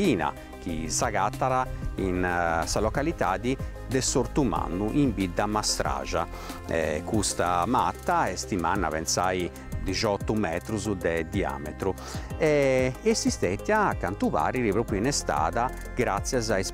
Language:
Sardinian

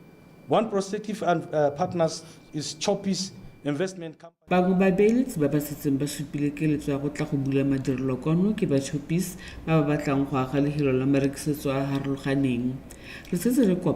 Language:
Tswana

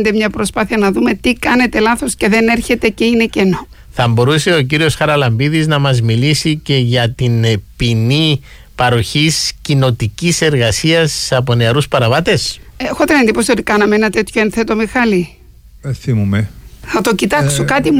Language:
Greek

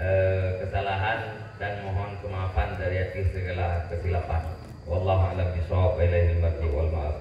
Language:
Achinese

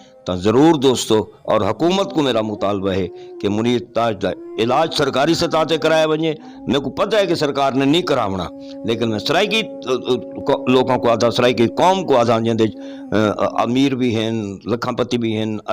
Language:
Saraiki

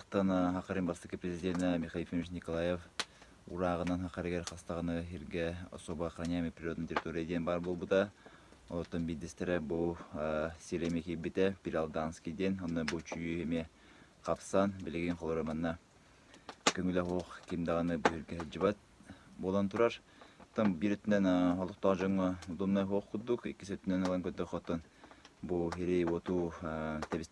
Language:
Yakut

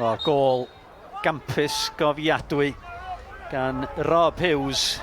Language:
Welsh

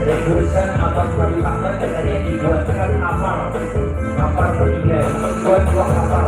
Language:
Banjar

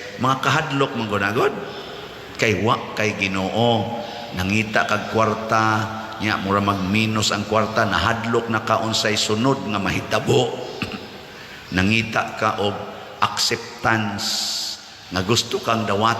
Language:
Cebuano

